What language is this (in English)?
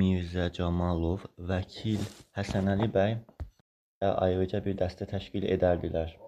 Azerbaijani